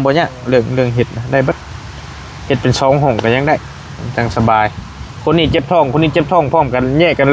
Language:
Northeastern Thai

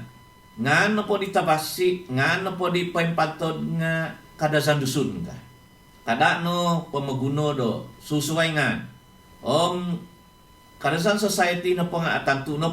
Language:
Central Dusun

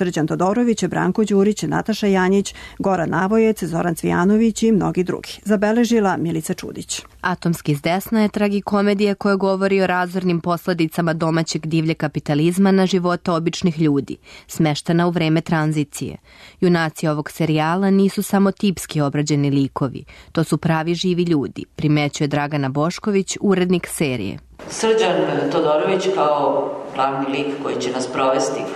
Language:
Serbian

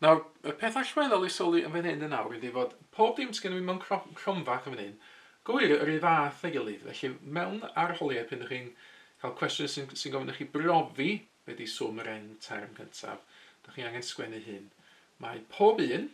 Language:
Welsh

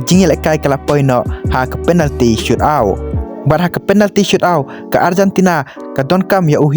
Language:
Khasi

